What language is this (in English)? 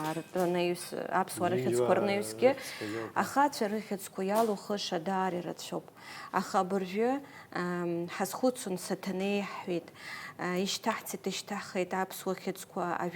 Abkhazian